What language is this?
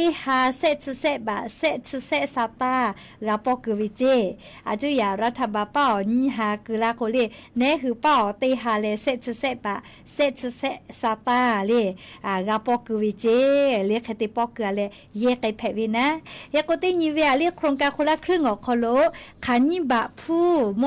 Lahu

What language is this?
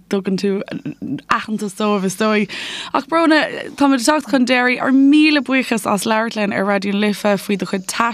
Irish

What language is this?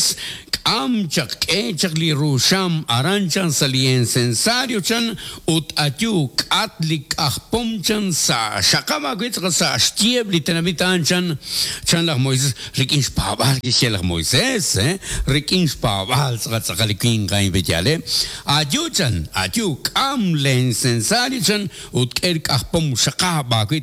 Kekchí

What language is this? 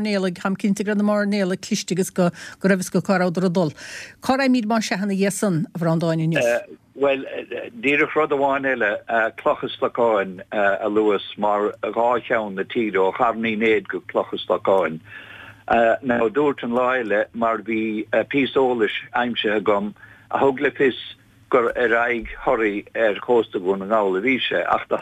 Irish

